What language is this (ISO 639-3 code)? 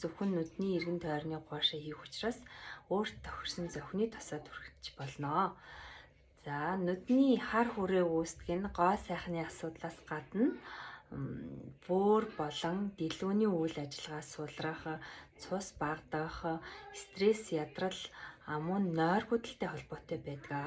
mon